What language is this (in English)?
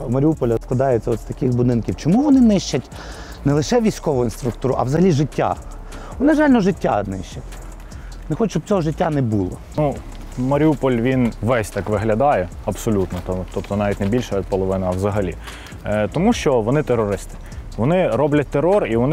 Ukrainian